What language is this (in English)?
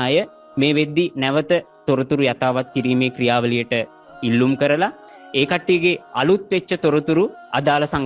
Sinhala